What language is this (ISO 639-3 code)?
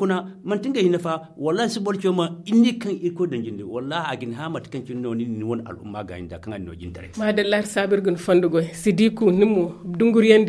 dje